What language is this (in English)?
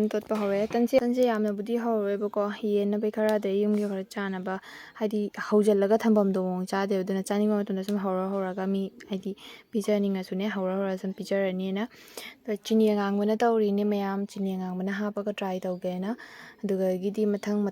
Manipuri